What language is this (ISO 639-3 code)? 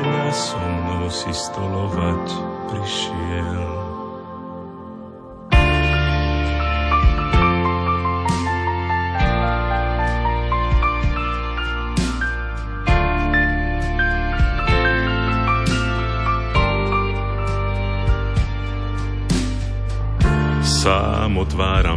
slk